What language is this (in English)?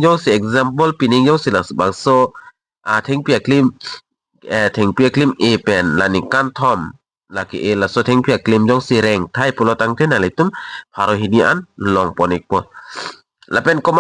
Karbi